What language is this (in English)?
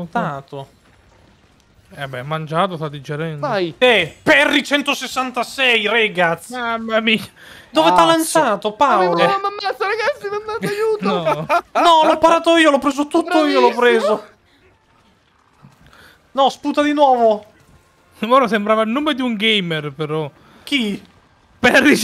Italian